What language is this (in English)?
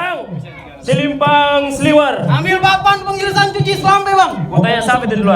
Betawi